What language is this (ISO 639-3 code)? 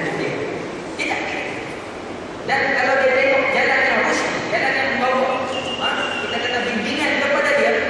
msa